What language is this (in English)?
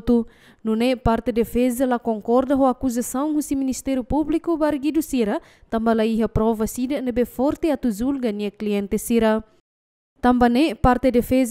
Tetum